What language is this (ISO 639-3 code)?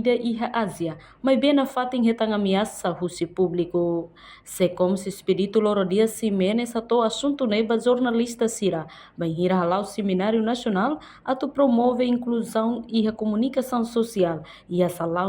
tet